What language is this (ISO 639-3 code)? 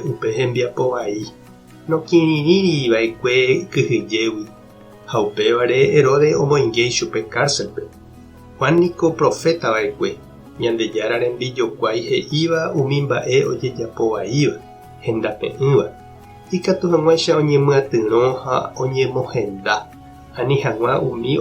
grn